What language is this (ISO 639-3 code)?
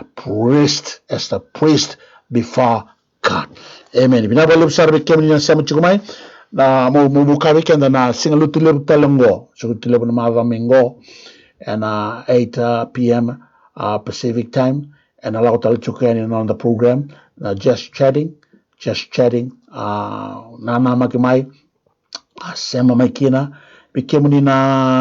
fij